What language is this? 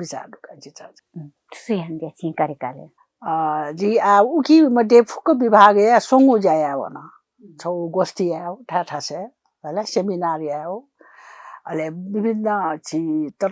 Newari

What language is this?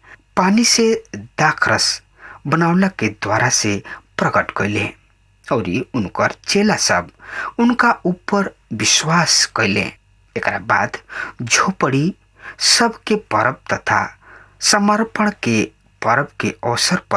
Bhojpuri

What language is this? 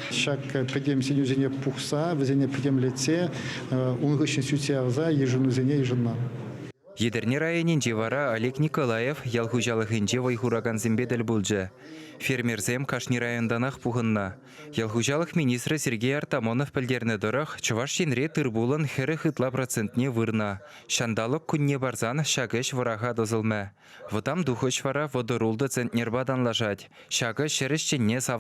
Chuvash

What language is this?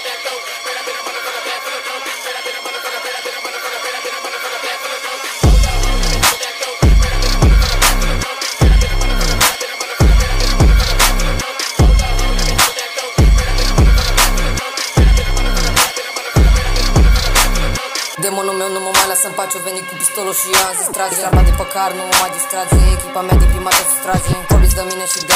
Romanian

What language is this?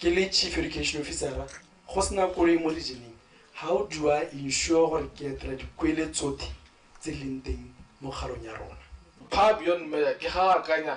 Tswana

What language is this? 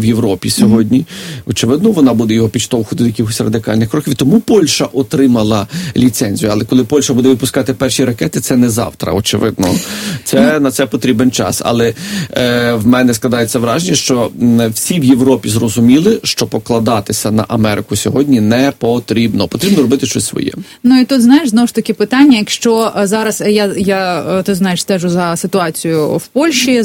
Ukrainian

